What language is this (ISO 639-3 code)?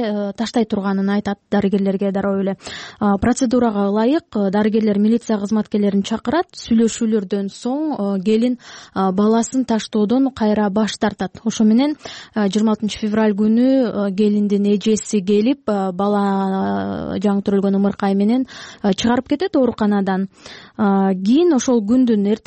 kir